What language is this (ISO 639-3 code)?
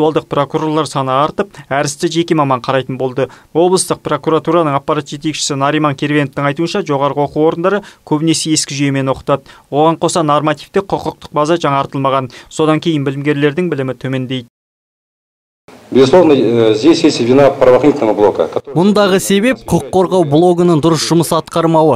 kaz